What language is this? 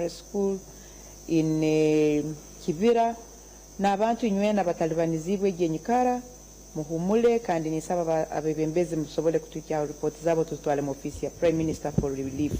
Nyankole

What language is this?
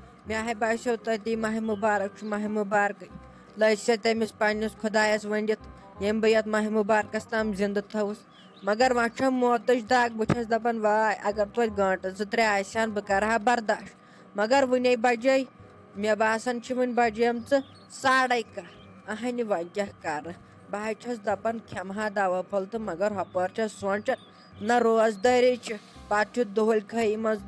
Kashmiri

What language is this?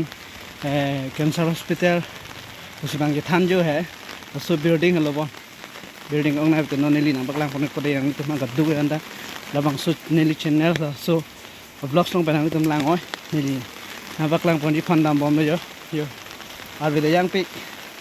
Karbi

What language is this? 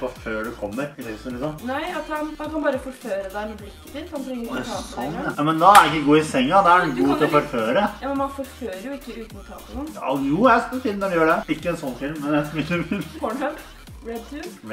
Norwegian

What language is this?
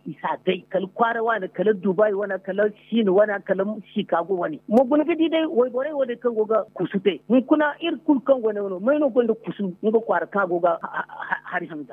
Zarma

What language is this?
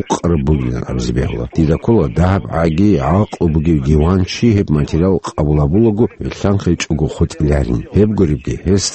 Avaric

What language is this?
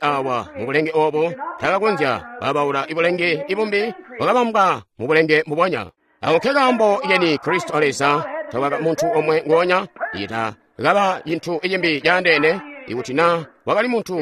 Tonga (Zambia)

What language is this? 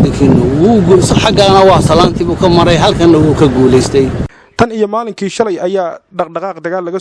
Somali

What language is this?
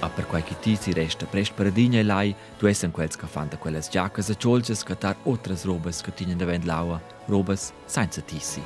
Romansh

